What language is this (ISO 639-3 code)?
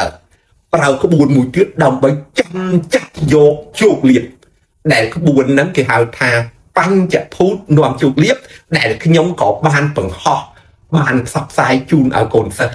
khm